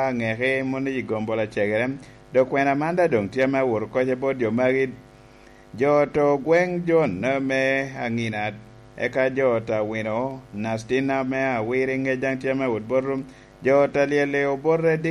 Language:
Lango (Uganda)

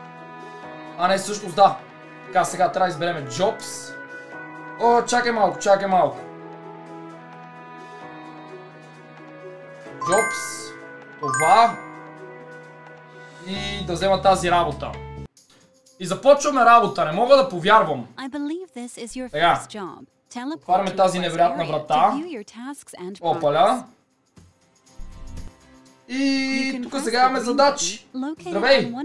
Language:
Bulgarian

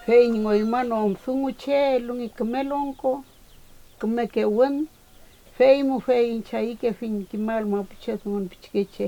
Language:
Mapuche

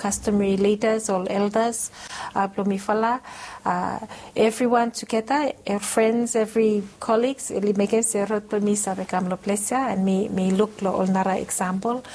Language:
Bislama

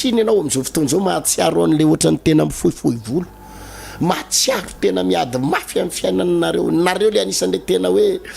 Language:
Malagasy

